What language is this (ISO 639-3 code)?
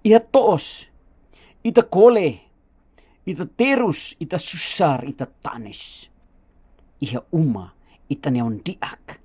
tet